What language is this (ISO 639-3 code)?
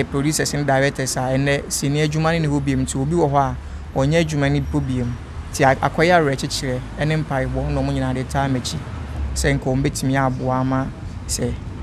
aka